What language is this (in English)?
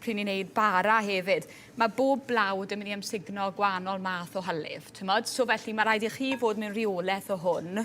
Welsh